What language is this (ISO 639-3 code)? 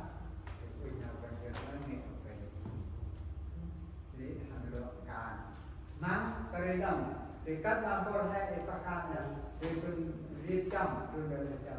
cmo